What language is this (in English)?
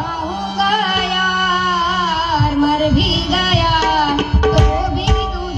Konkani